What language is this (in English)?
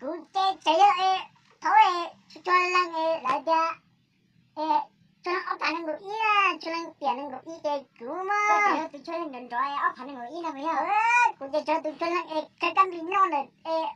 Hmong